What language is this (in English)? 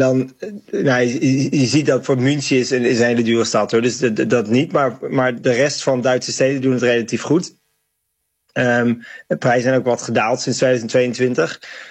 Dutch